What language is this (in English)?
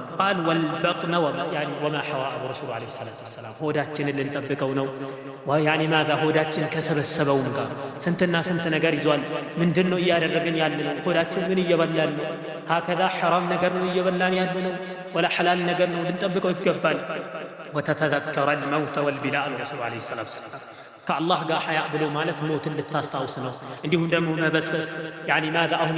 Amharic